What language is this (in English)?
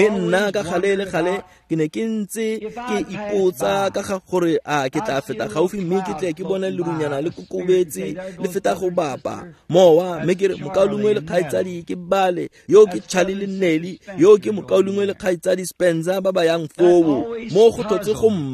Tswana